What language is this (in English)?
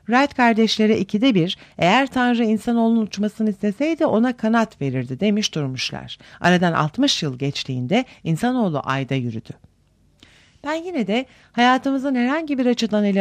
Turkish